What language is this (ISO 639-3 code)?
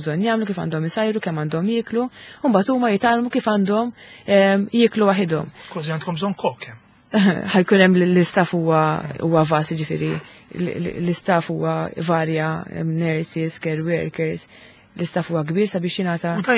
mlt